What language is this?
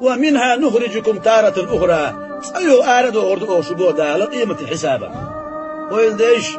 Chechen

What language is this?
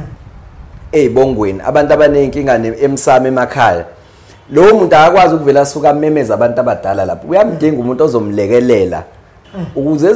Zulu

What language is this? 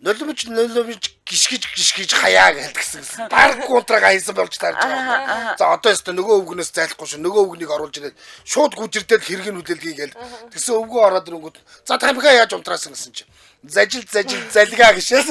Mongolian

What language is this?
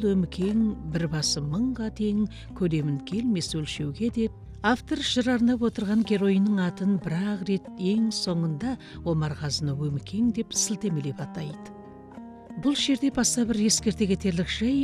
Kazakh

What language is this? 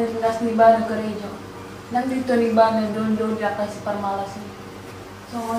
Batak Toba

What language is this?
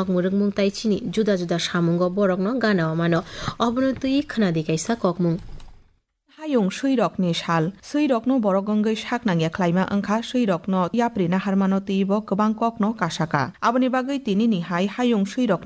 Kok Borok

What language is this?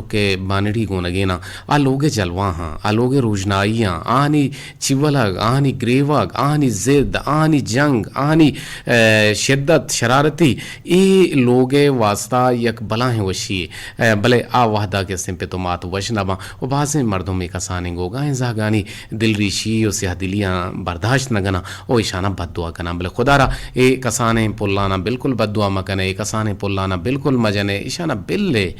Eastern Balochi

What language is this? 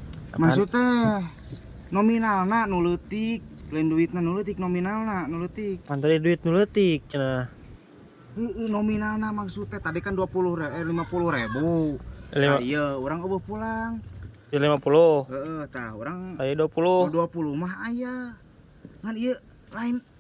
Sundanese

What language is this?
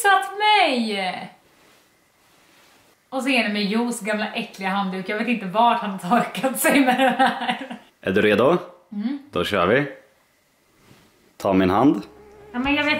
Swedish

